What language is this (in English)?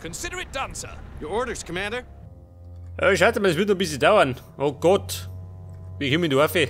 Bavarian